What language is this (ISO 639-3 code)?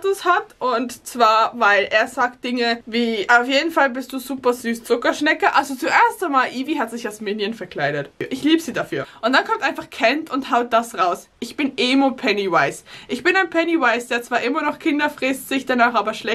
deu